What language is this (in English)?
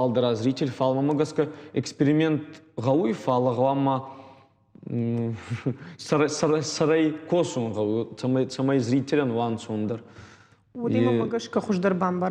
Ossetic